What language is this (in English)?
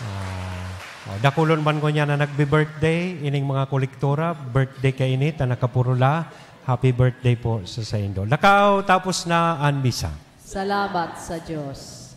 Bikol